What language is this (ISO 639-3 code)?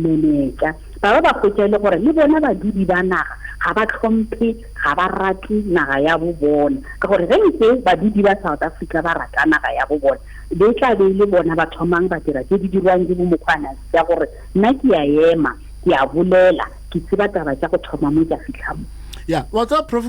nso